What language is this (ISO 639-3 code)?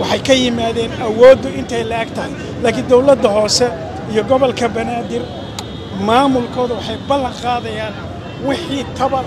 som